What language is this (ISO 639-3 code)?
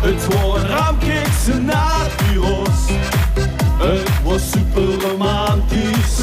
lim